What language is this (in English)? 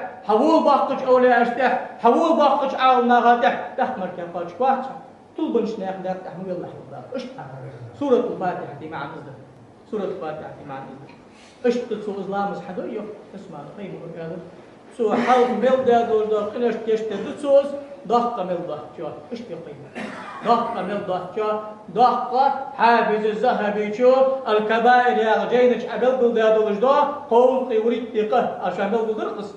Ingush